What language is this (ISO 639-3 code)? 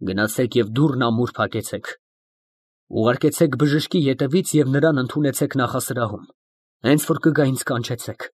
hye